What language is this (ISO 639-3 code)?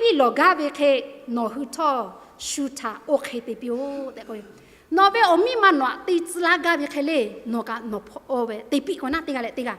lhu